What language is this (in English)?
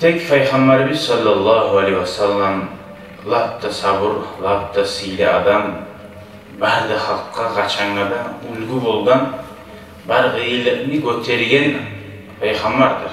Kumyk